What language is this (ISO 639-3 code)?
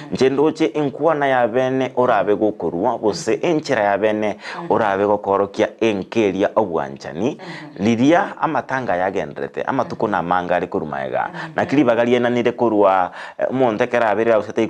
guz